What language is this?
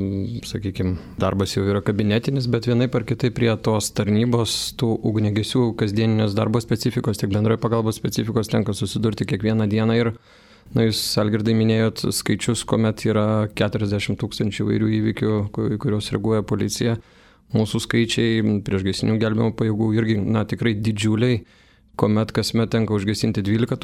Lithuanian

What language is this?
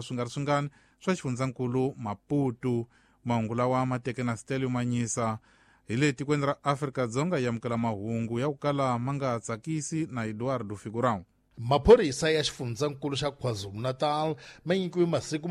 Tsonga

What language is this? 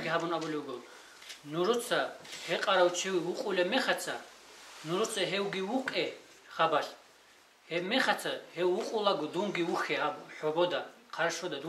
Avaric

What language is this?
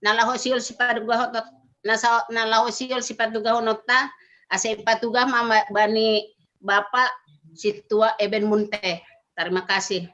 Batak Simalungun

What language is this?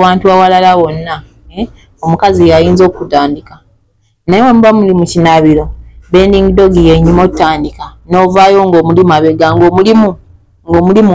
Ganda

